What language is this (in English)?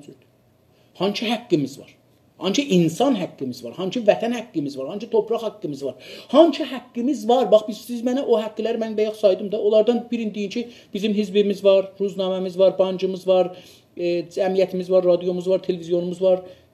South Azerbaijani